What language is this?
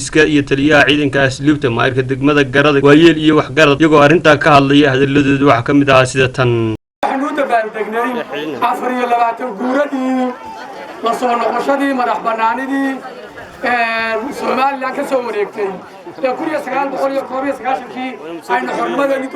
Somali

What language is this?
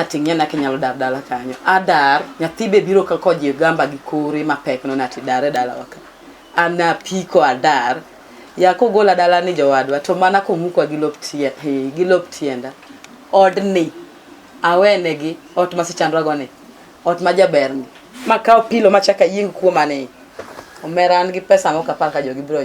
Luo (Kenya and Tanzania)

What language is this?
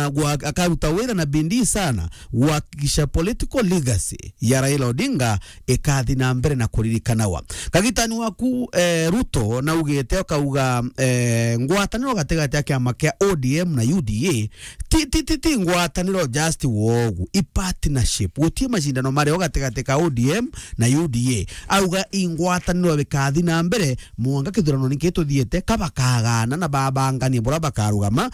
Meru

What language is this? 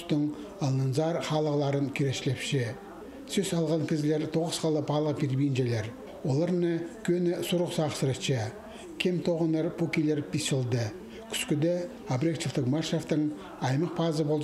Khakas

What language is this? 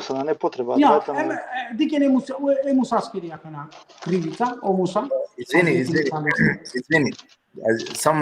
Balkan Romani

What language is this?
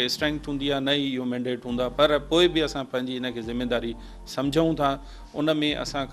Sindhi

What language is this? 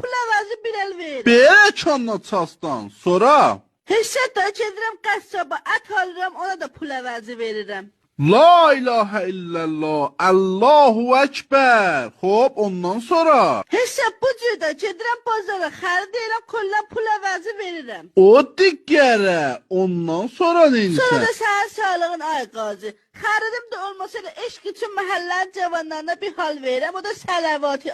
South Azerbaijani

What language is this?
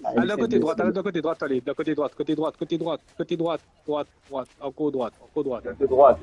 Morisyen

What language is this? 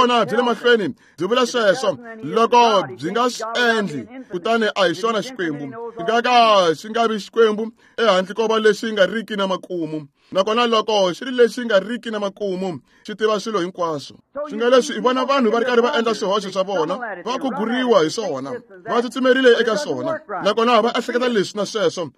Tsonga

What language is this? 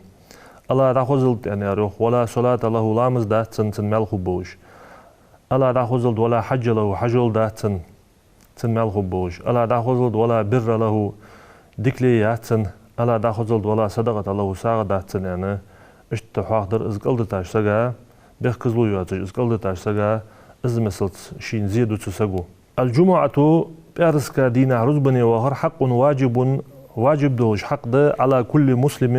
Ingush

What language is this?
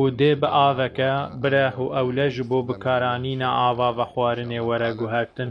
Kurdish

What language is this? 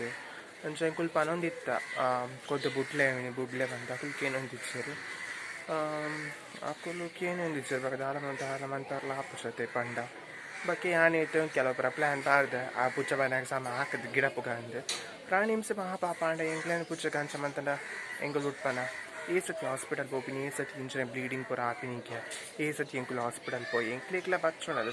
Tulu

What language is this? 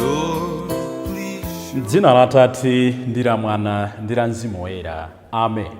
Nyanja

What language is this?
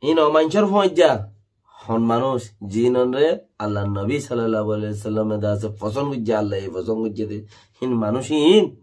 Rohingya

